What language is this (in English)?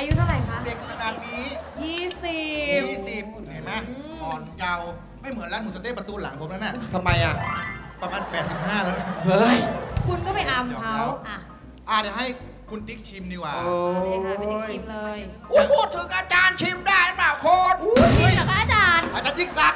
Thai